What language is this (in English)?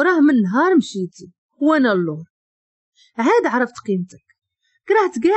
Moroccan Arabic